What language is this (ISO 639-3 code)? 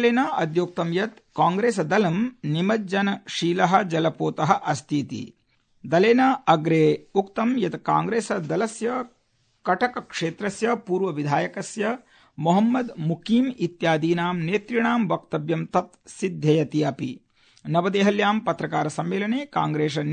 san